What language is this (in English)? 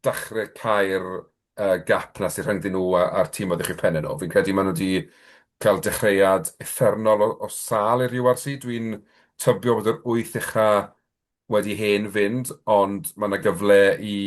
Welsh